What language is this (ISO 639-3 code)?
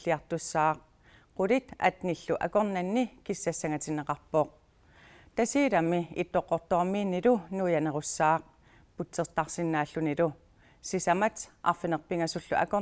kal